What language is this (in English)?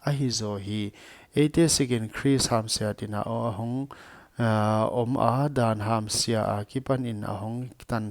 Paite Chin